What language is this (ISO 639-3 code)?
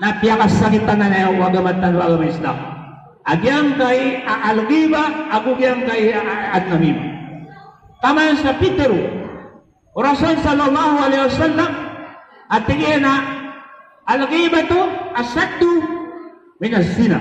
mrw